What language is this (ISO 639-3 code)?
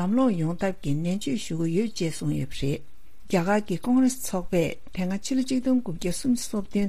bod